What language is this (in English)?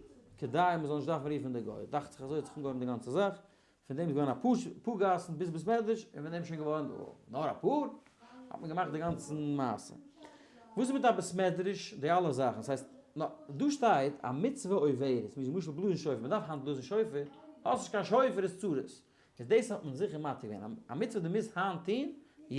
Yiddish